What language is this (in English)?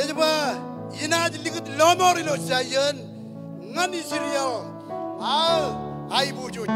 Marshallese